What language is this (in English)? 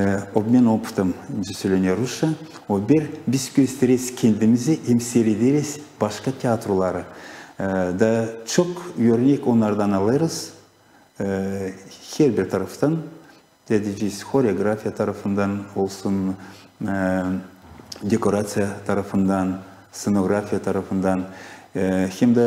Gagauz